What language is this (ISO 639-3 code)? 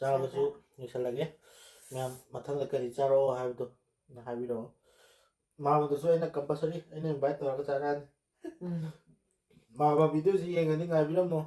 mni